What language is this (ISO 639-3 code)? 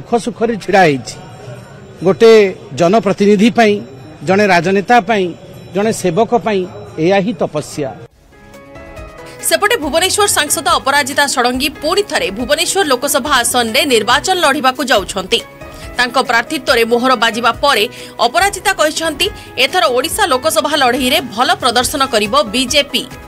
ori